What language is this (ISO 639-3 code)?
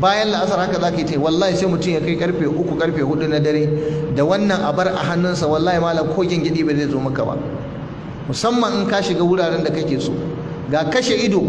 hau